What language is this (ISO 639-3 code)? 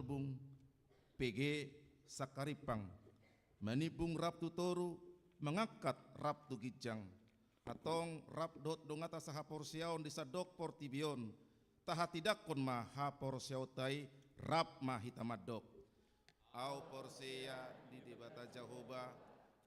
bbc